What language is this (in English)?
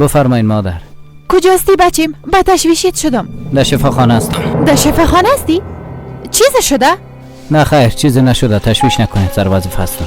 Persian